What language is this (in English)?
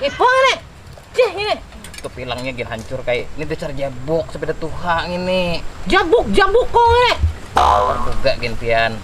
Banjar